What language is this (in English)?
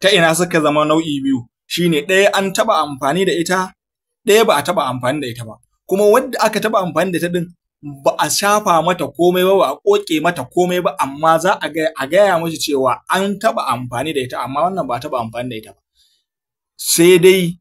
Hausa